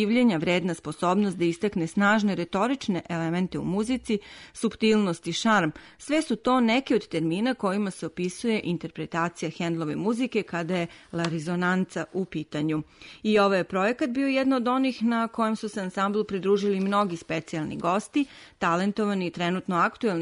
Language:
Serbian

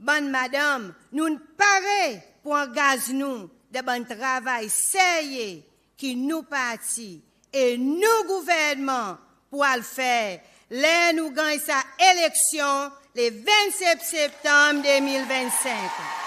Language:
Seselwa Creole French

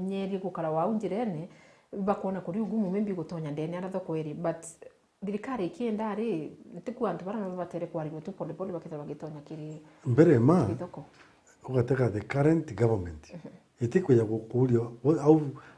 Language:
Meru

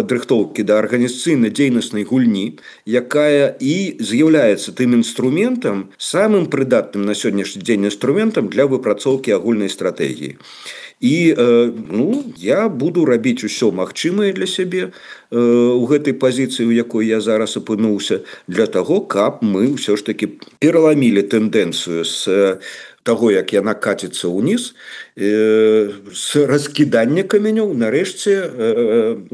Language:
Belarusian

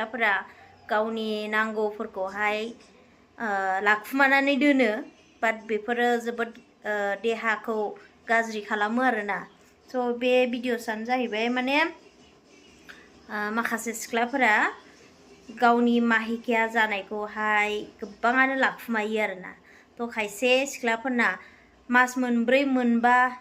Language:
Bodo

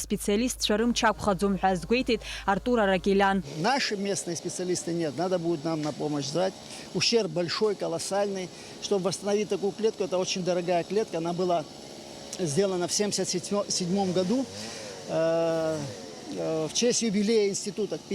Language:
Abkhazian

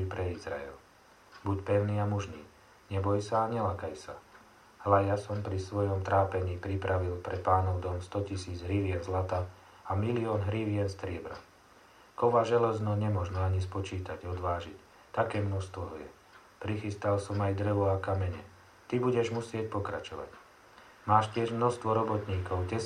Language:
Slovak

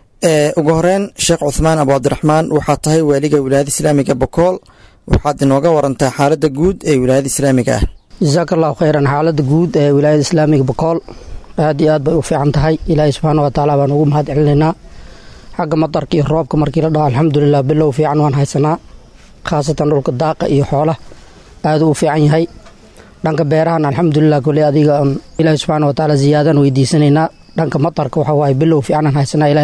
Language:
Somali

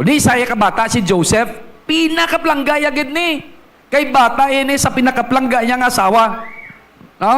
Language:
Hiligaynon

